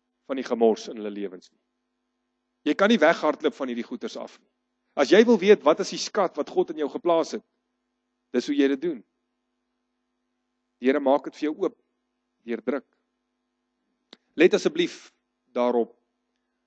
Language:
Afrikaans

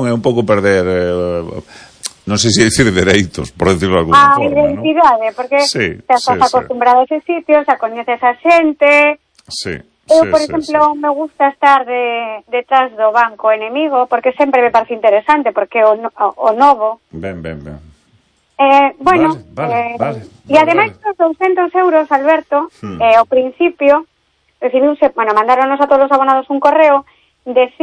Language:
Galician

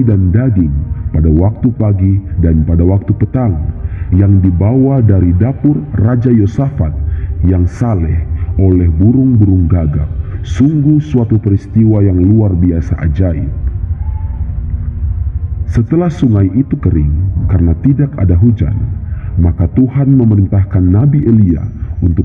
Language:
Indonesian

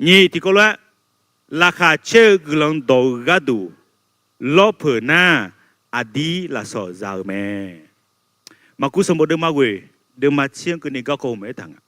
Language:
Akha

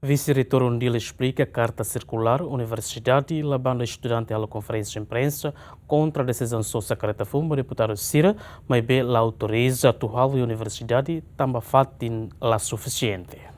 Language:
Tetum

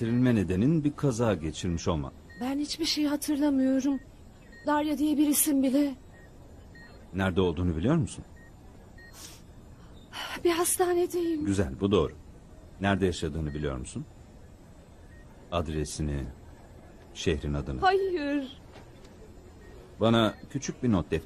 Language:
Turkish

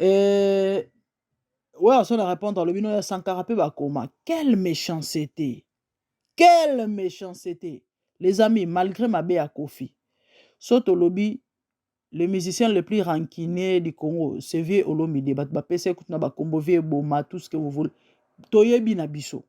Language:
Lingala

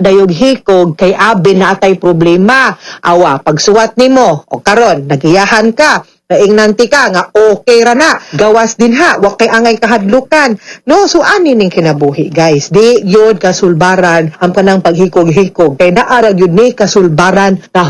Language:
Cebuano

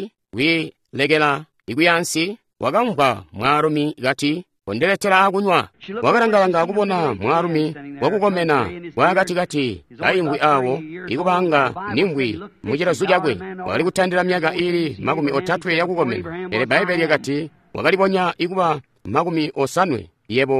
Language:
Tonga (Zambia)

